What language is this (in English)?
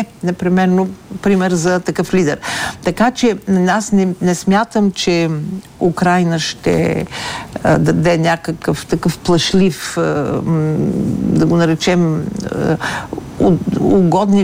Bulgarian